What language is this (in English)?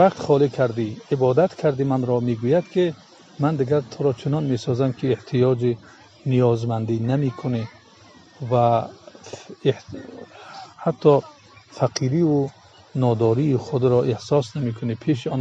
Tajik